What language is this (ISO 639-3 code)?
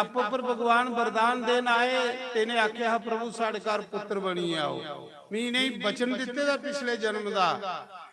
doi